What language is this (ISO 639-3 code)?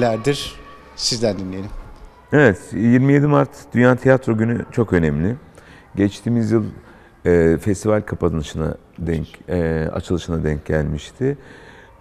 tur